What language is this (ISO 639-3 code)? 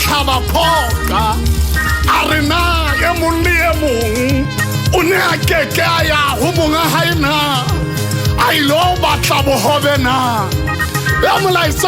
sot